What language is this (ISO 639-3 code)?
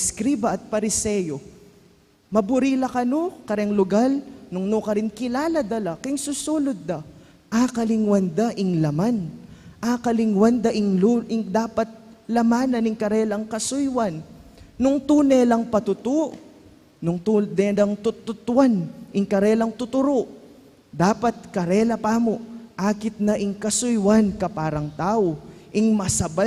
pam